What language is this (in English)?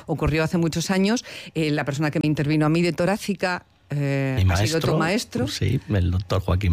Spanish